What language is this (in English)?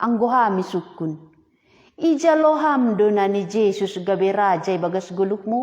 Batak Simalungun